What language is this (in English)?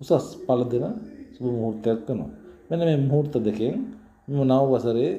Sinhala